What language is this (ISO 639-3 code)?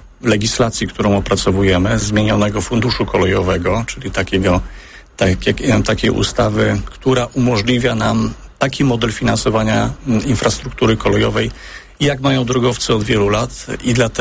pol